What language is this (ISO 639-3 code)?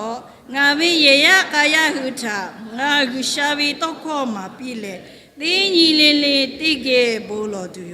lhu